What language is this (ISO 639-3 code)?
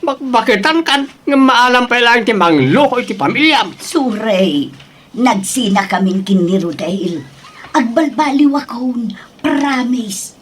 ilo